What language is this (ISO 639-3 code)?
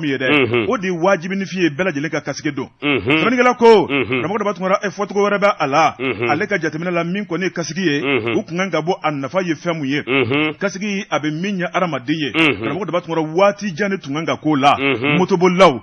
bam